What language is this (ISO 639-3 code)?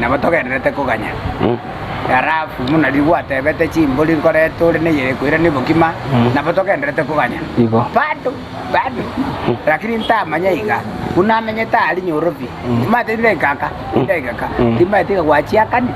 guz